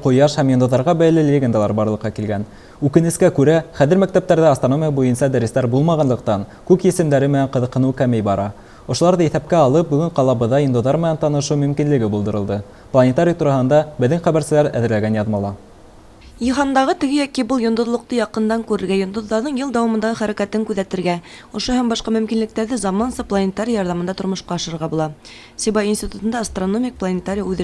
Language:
Bashkir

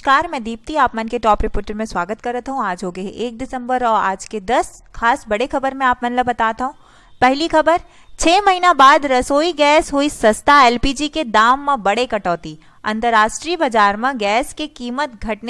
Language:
Chhattisgarhi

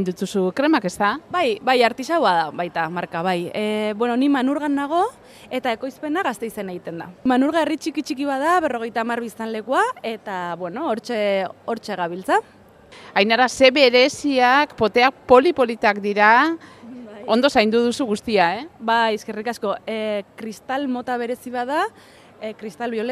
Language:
Basque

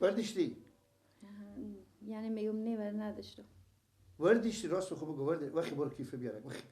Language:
Persian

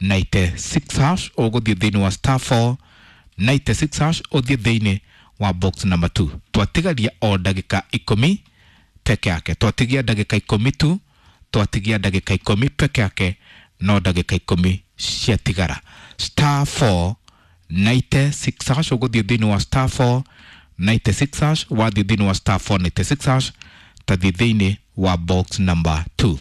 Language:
Kikuyu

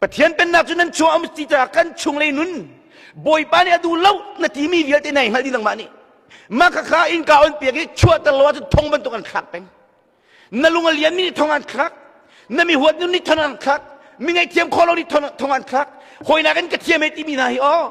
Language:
Hakha Chin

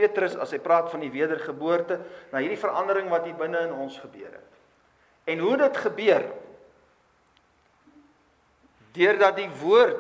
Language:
Afrikaans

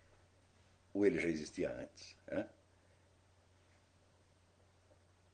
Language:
Portuguese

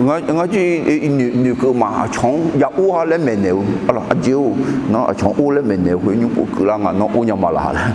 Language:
Akha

